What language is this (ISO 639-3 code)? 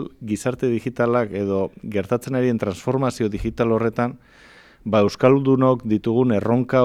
eus